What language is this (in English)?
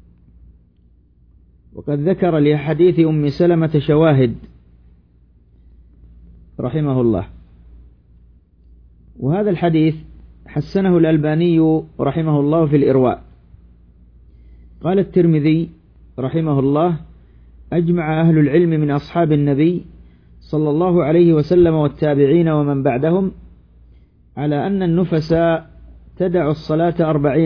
Arabic